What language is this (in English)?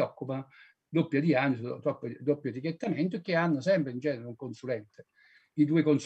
Italian